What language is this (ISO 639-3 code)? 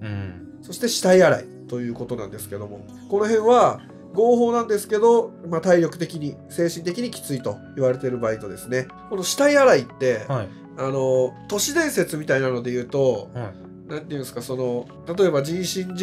jpn